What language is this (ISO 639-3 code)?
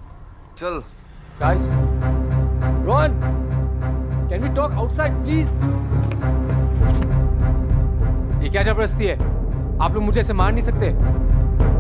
hin